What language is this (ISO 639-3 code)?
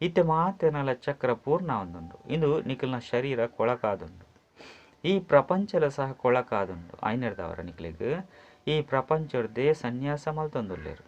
tcy